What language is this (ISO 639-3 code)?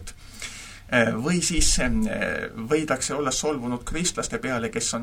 est